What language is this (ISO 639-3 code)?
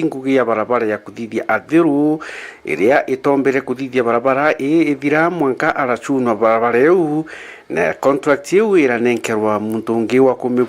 mer